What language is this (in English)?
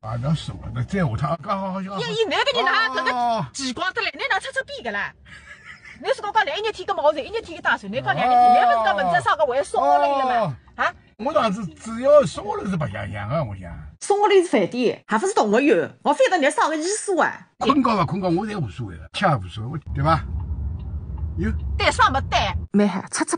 Wu Chinese